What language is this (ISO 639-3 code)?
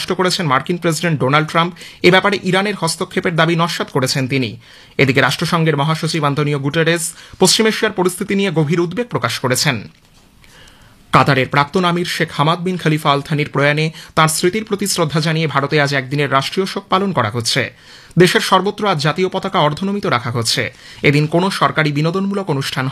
ben